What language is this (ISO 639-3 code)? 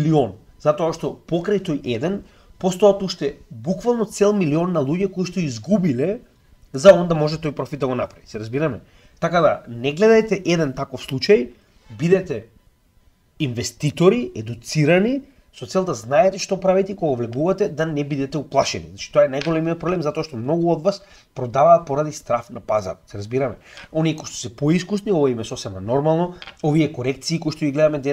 mkd